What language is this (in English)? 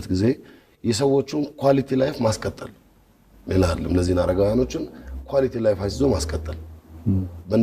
Amharic